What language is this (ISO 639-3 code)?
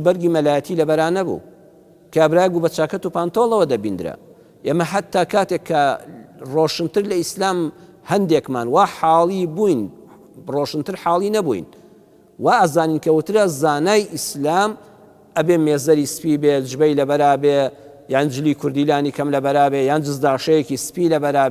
ckb